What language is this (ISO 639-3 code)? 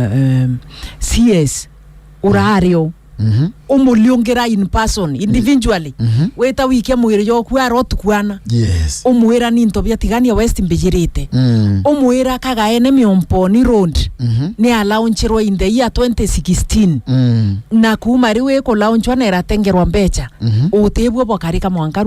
mer